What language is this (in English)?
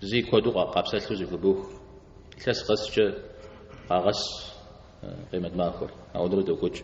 Kabardian